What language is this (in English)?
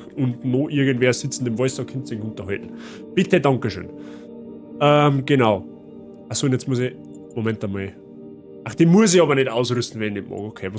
Bavarian